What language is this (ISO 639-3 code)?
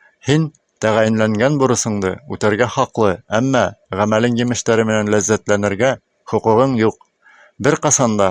bak